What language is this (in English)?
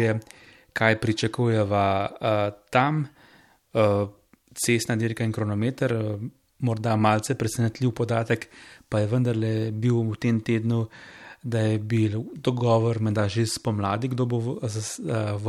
Slovenian